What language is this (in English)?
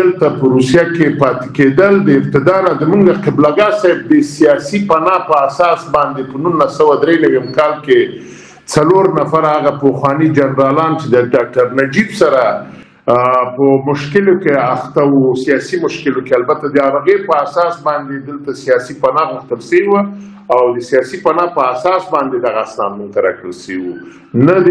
Pashto